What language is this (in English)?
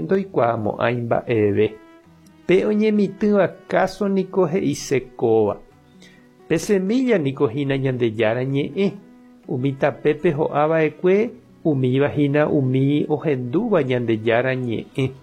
Guarani